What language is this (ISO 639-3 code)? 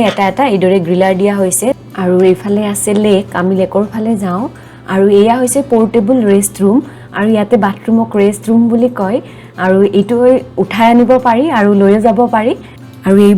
asm